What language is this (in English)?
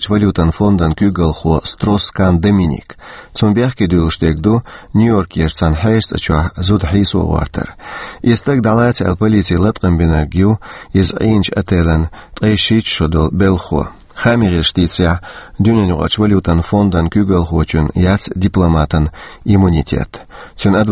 Chechen